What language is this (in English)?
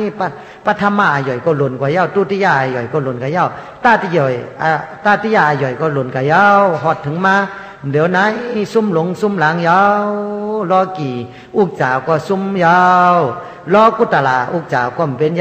Shan